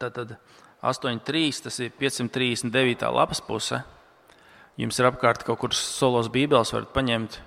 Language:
Latvian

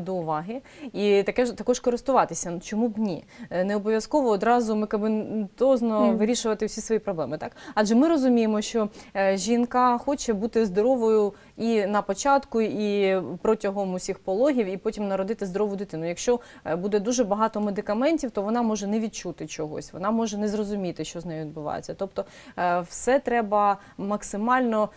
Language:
Ukrainian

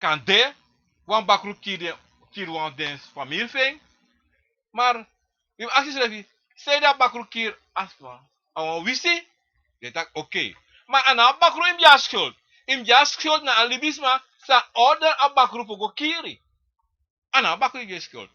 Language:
Sranan Tongo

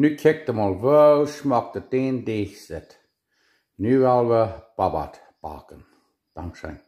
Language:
Plautdietsch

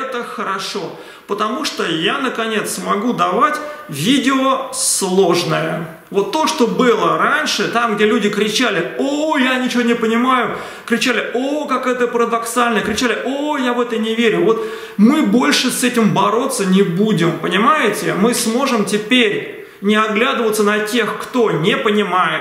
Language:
Russian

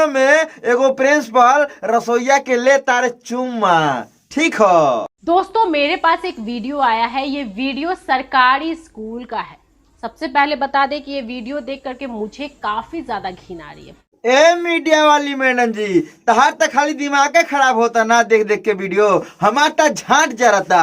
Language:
Bhojpuri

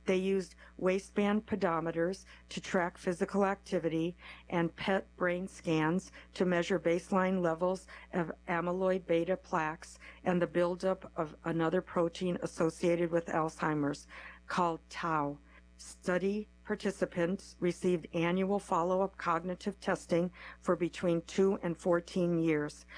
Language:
English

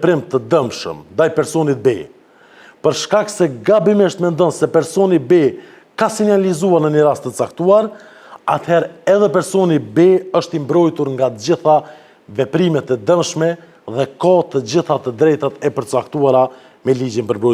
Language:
Albanian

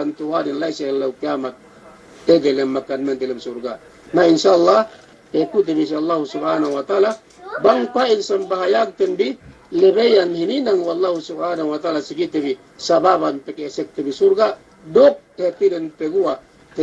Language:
Yakan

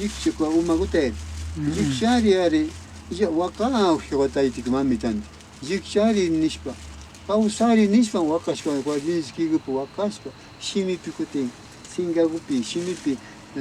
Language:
Imbabura Highland Quichua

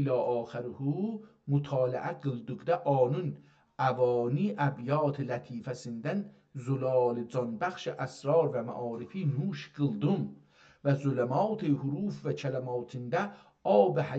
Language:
South Azerbaijani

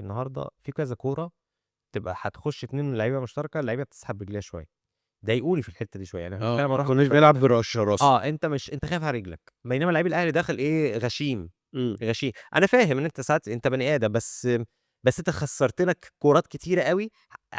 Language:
Egyptian Arabic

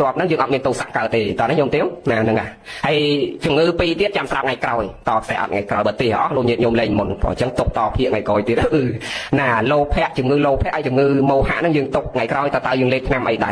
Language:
Khmer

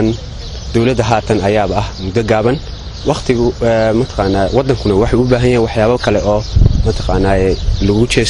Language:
Somali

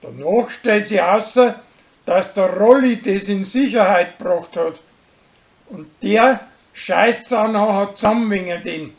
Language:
Bavarian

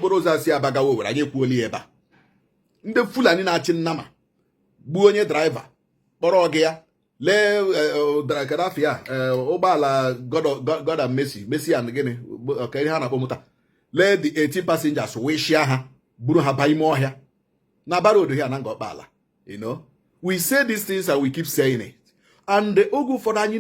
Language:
Igbo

